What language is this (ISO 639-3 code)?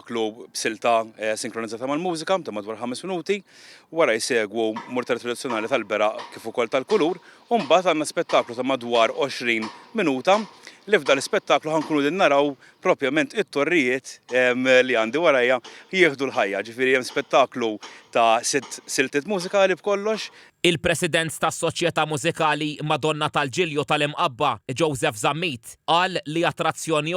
mlt